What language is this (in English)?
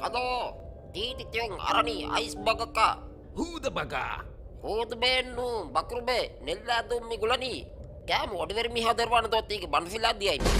Divehi